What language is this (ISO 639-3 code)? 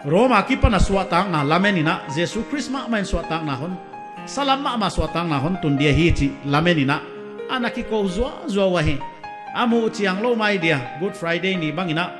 pck